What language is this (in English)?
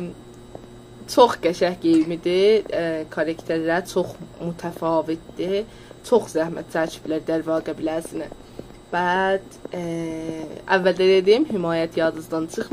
South Azerbaijani